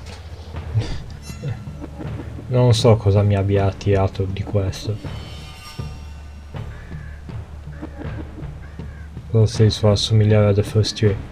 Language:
Italian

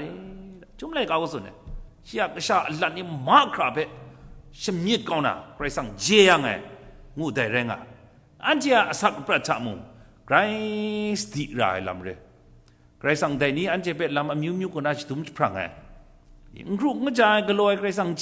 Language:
Kachin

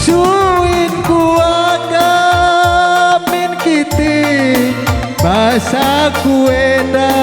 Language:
Batak Karo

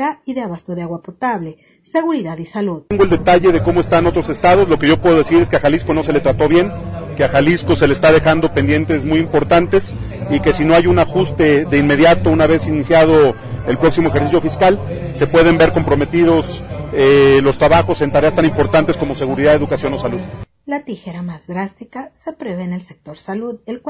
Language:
Spanish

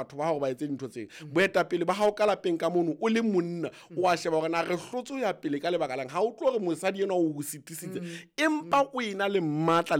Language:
Southern Sotho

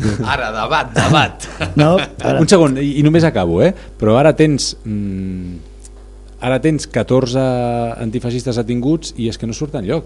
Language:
Catalan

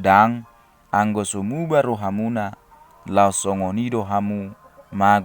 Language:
Batak Toba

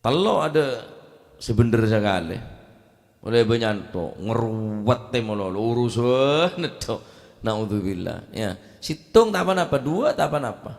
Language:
Madurese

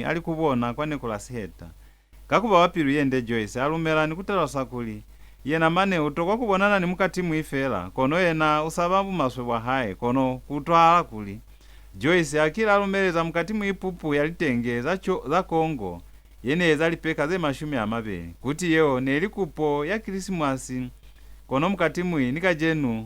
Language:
Lozi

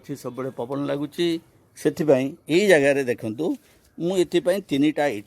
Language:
Odia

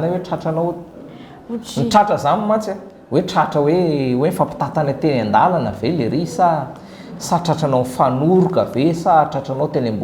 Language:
Malagasy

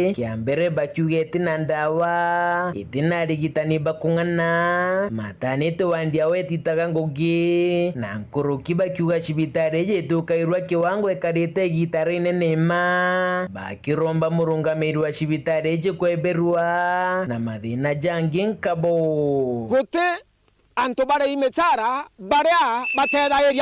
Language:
Meru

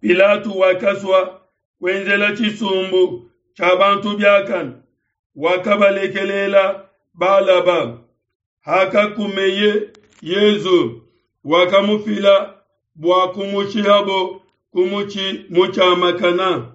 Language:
Luba-Lulua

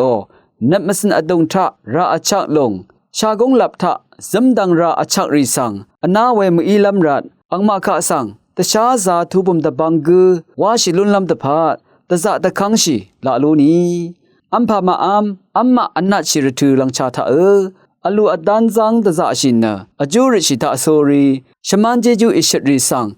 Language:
Rawang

